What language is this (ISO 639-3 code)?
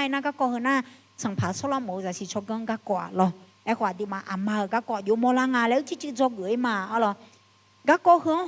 ahk